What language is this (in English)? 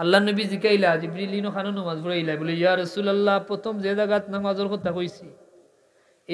Sylheti